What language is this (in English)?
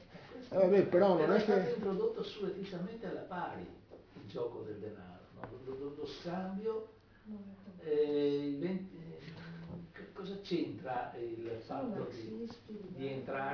Italian